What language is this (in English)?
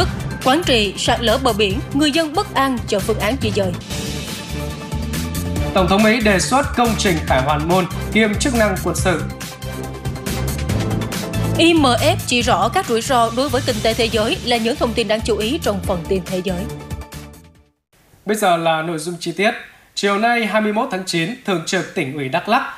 Vietnamese